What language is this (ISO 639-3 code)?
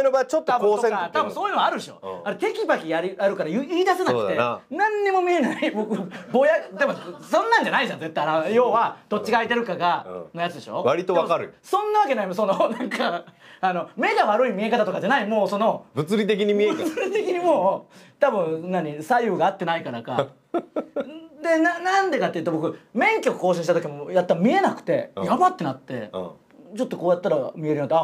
jpn